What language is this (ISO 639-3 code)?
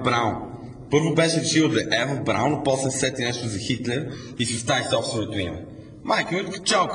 bul